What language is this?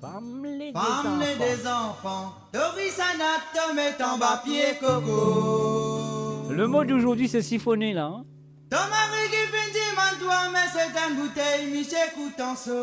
Morisyen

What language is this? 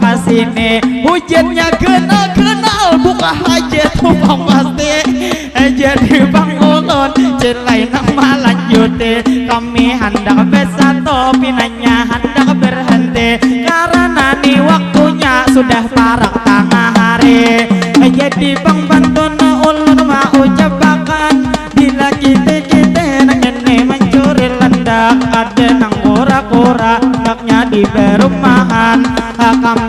Banjar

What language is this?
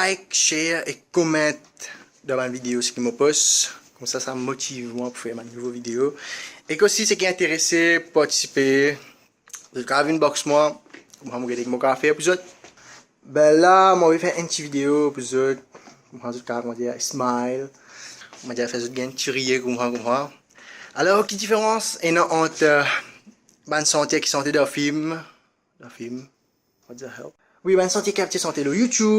Morisyen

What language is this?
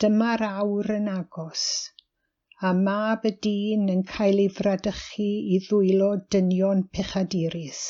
Welsh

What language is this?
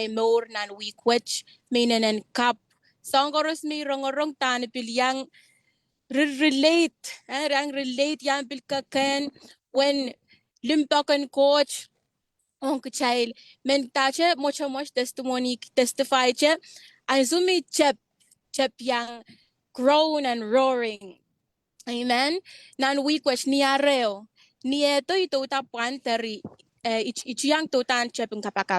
Pohnpeian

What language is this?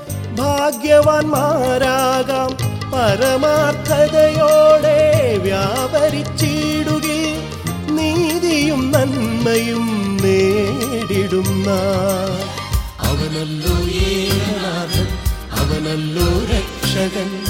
Malayalam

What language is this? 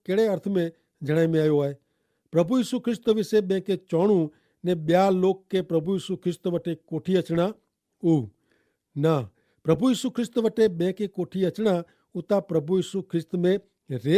Kachhi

